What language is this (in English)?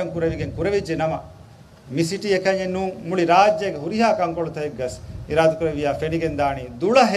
Divehi